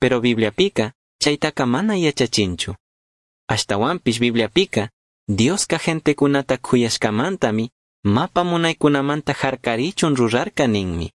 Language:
Chimborazo Highland Quichua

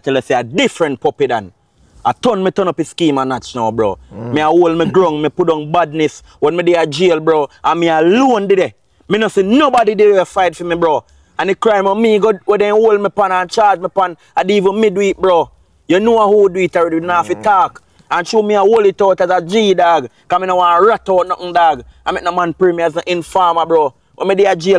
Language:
Jamaican Creole English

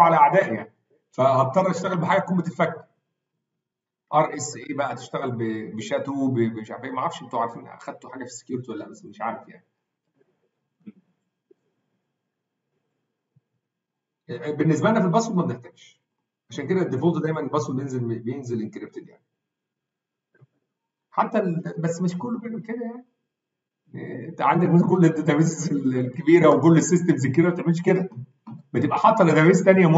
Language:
Egyptian Arabic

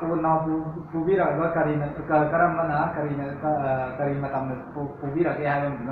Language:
Manipuri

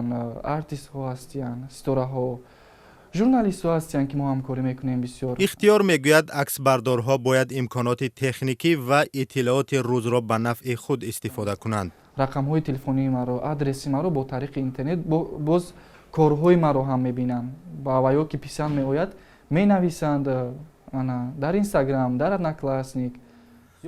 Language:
Tajik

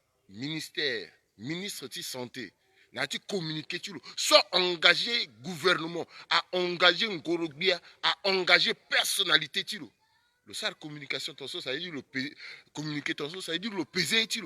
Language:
Sango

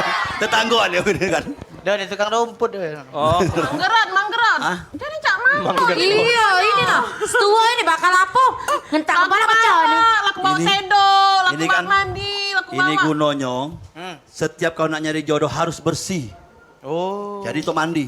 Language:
Musi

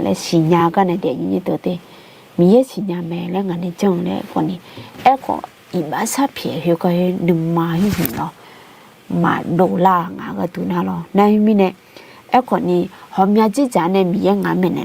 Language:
Akha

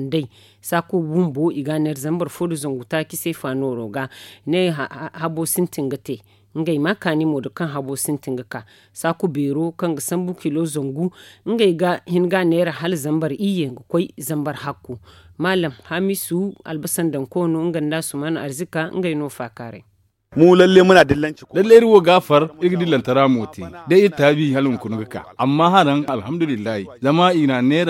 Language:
Zarma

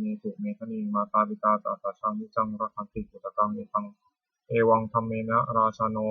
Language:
Pali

